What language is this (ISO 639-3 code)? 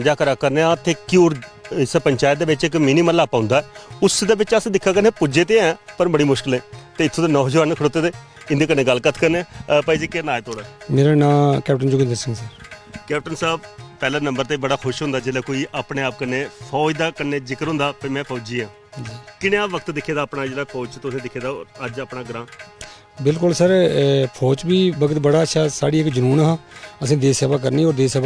doi